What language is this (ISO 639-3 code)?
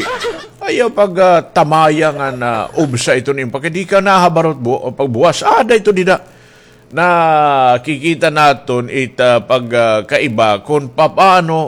war